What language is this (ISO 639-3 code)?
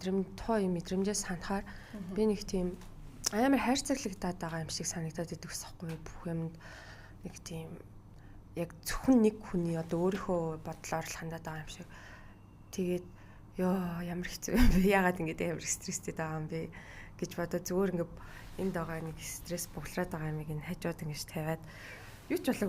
mon